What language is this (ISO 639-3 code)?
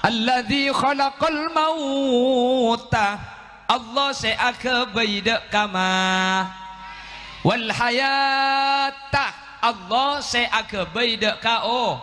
mad